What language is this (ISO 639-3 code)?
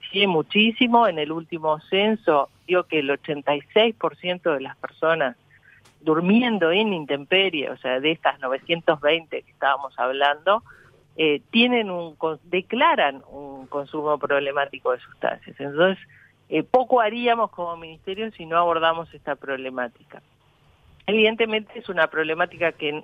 spa